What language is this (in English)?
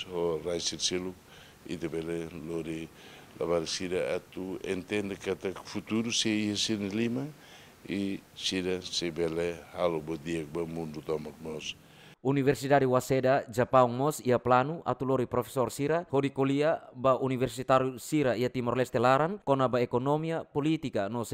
Tetum